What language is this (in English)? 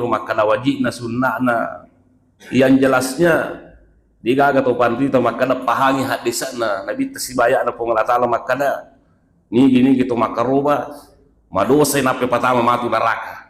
Buginese